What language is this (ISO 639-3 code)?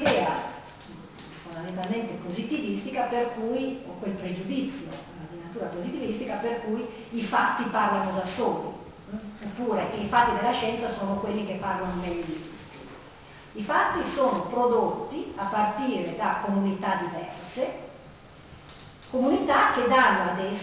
ita